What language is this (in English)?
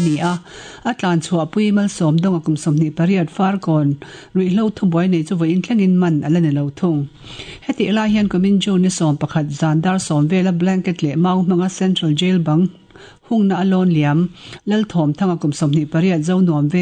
Mizo